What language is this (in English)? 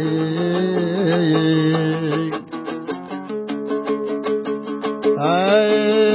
Kazakh